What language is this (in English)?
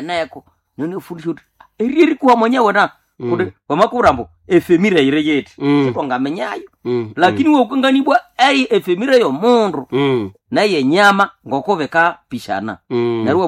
Nande